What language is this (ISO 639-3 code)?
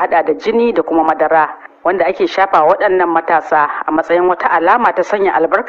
hau